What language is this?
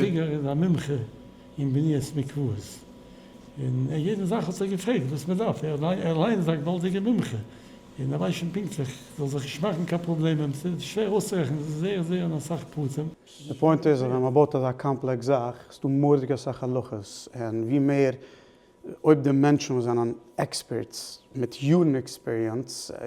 Yiddish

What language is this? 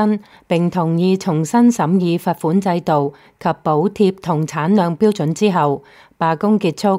Cantonese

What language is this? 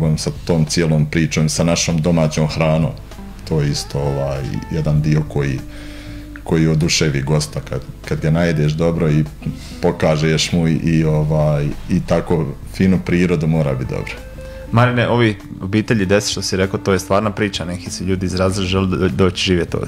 Croatian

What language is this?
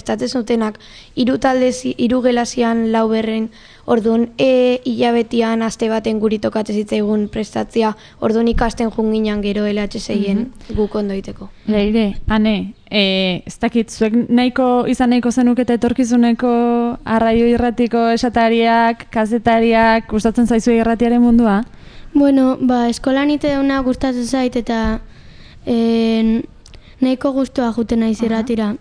Basque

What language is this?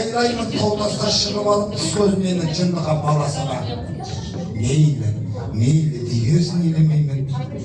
Kazakh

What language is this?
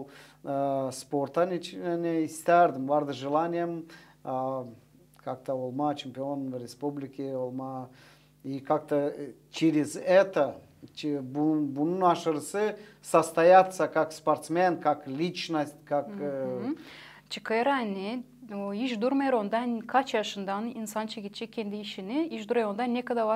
Gagauz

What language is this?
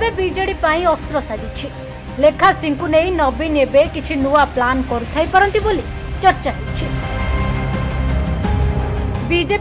Odia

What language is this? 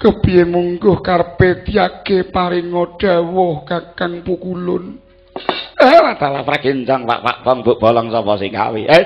Javanese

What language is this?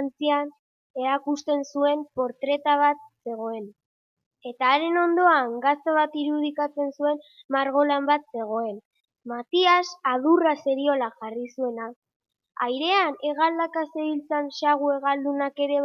Basque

